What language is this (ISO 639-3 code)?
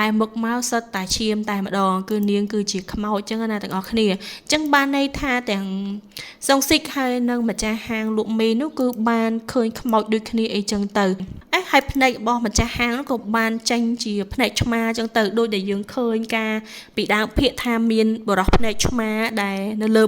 khm